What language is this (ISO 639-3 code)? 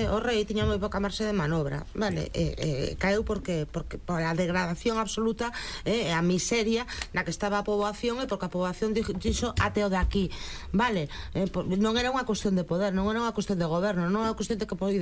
glg